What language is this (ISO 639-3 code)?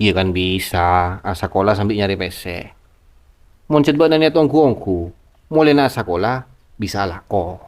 mad